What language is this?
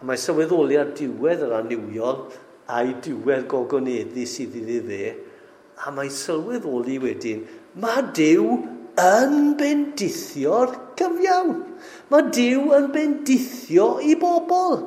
Welsh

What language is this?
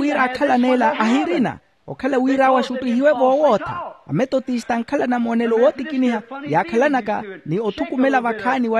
Makhuwa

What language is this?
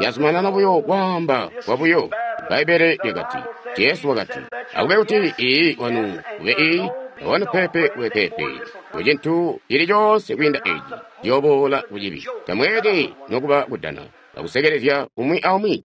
Tonga (Zambia)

